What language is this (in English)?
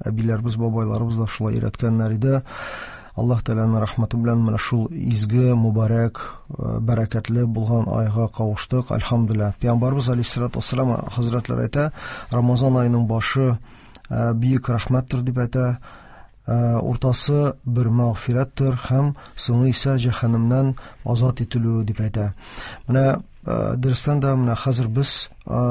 Tatar